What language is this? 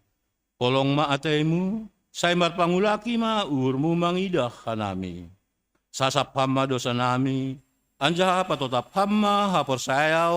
Batak Simalungun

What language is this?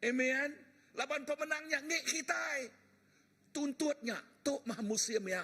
Iban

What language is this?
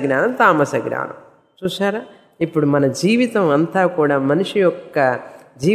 Telugu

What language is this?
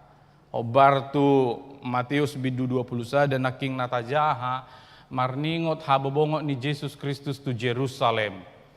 Batak Toba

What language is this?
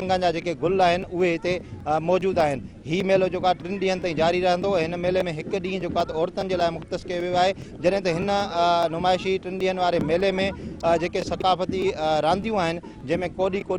Sindhi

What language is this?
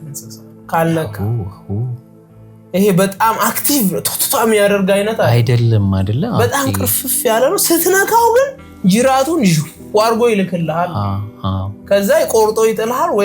Amharic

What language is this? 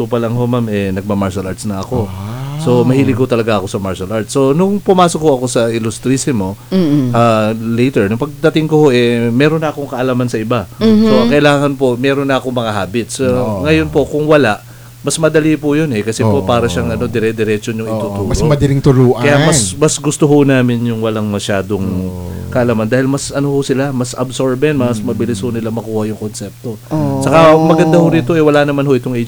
Filipino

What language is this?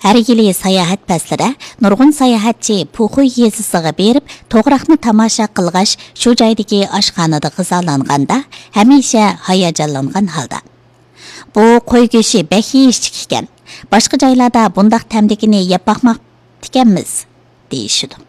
Uyghur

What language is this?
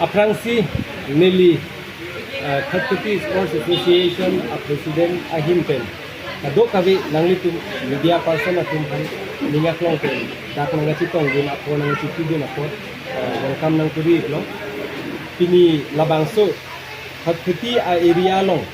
Karbi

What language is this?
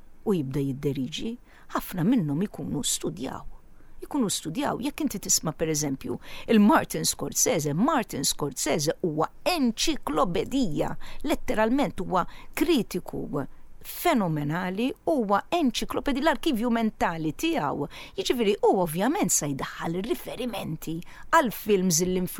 Maltese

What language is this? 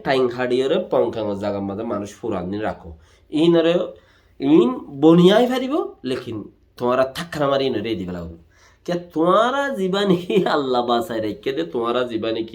Rohingya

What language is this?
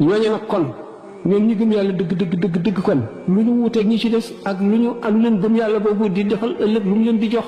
Wolof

